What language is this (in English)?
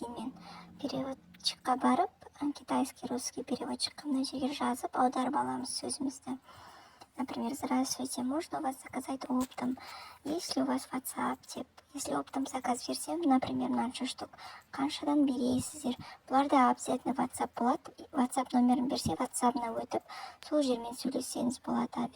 Kazakh